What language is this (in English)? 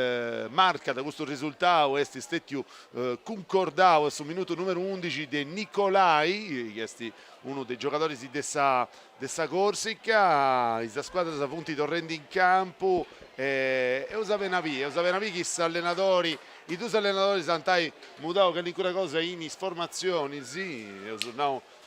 Sardinian